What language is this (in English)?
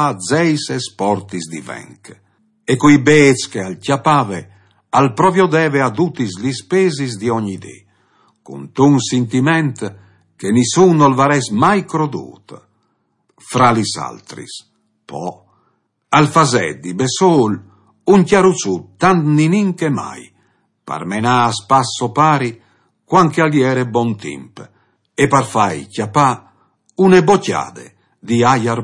Friulian